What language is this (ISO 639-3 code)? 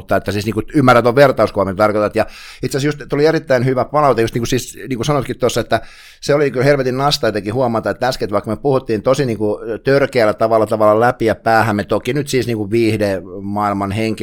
fin